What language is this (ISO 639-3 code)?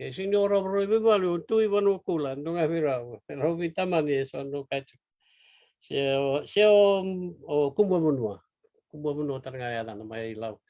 fij